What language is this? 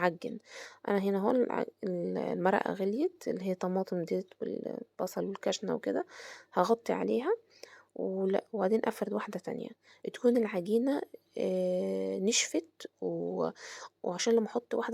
Egyptian Arabic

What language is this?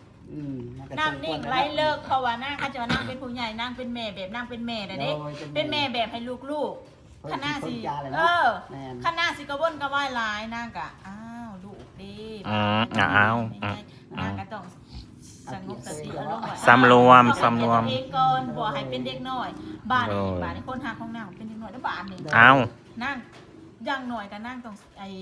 Northeastern Thai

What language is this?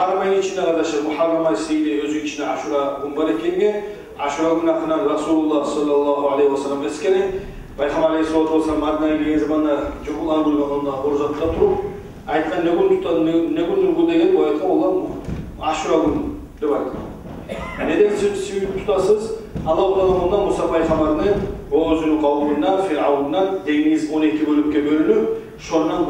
Kumyk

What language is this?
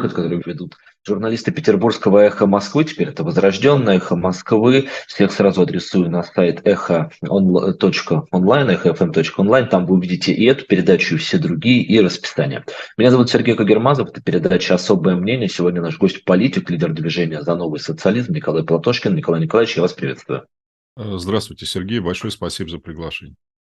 Russian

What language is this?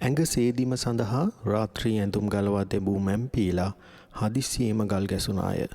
Sinhala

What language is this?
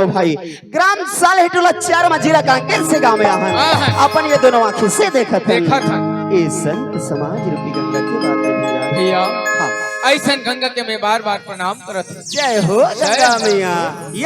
Chhattisgarhi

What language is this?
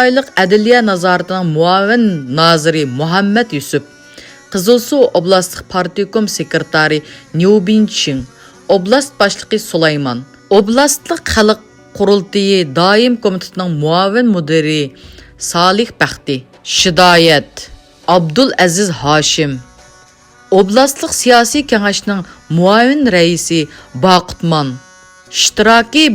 Uyghur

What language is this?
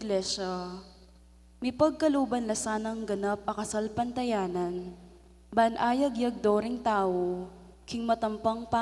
Pampanga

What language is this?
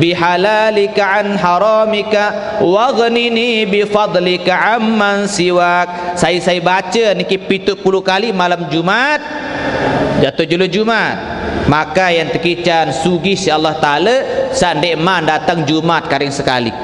Sasak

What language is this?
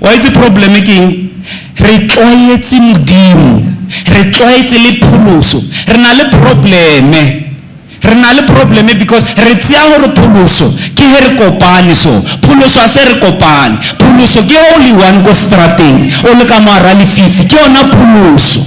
Southern Sotho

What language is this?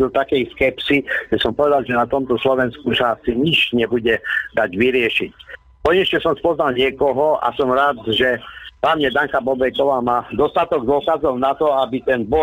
Slovak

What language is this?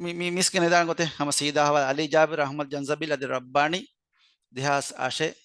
Divehi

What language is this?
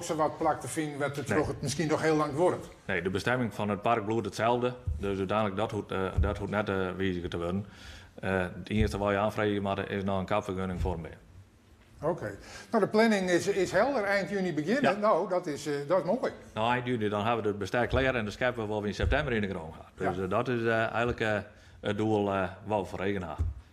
Western Frisian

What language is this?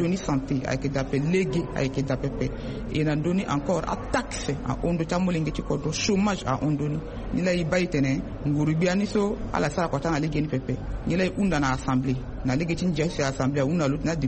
Sango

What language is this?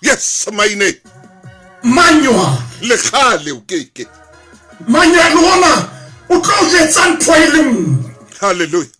Southern Sotho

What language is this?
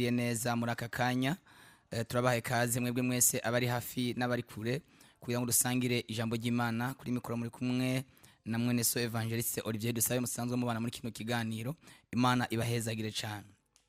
Rundi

